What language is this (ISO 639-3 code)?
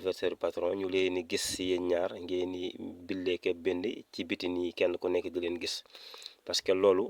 wol